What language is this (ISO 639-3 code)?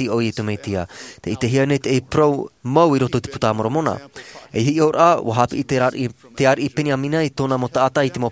tah